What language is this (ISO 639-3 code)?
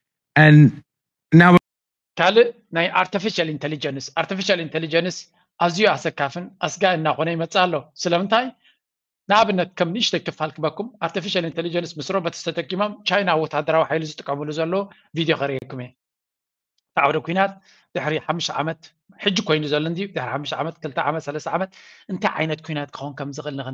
tir